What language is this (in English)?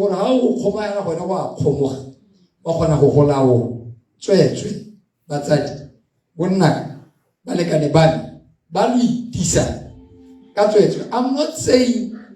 Tswana